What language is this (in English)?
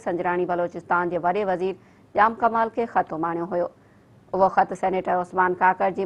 Sindhi